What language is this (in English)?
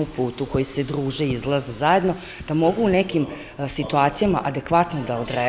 Serbian